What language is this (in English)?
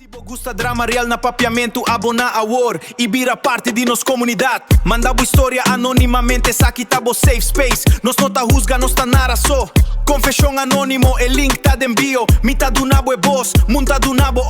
Papiamento